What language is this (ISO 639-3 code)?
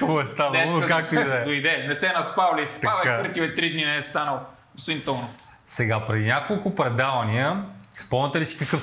bul